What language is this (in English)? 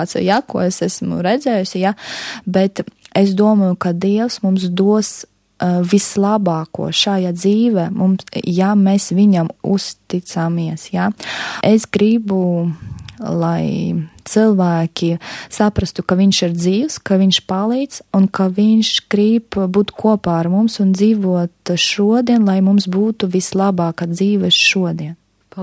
Latvian